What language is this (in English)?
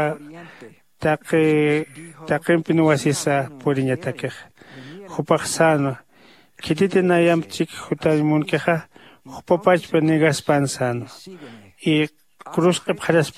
Aymara